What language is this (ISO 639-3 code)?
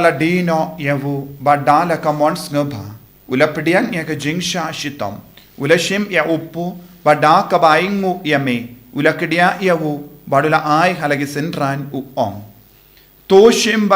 kha